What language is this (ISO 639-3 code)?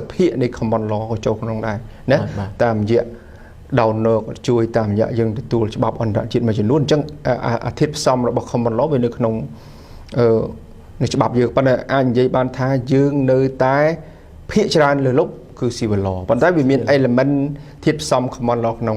khm